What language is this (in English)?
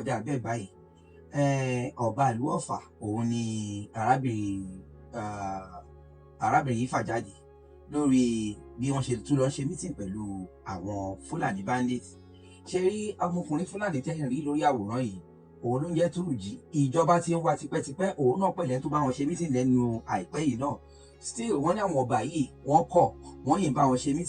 Yoruba